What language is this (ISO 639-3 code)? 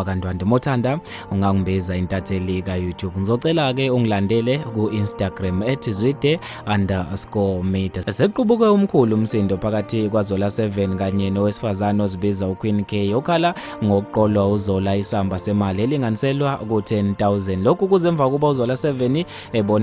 zul